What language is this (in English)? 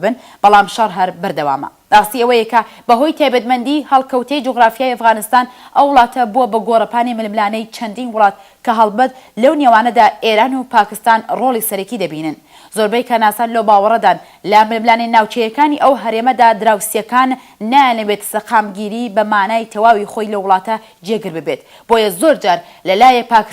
Central Kurdish